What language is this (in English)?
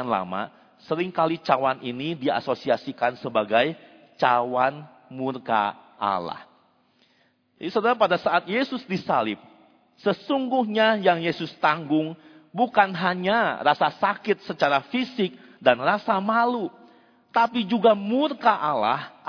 Indonesian